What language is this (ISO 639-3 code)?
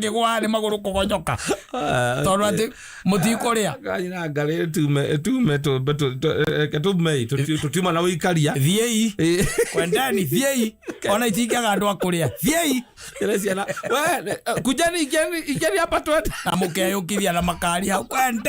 kik